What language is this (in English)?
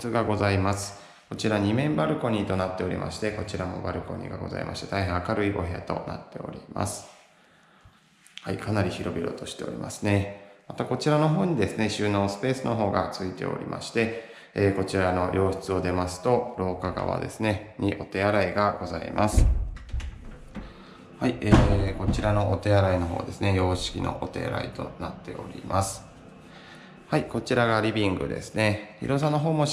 Japanese